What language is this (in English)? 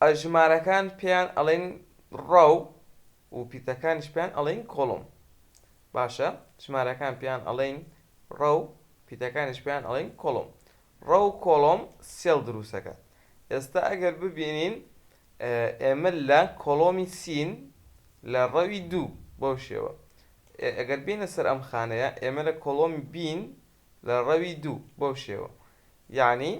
Central Kurdish